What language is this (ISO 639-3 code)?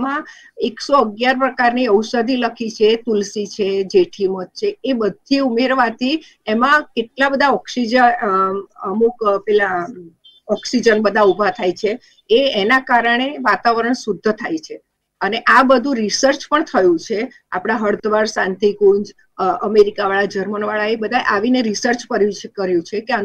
guj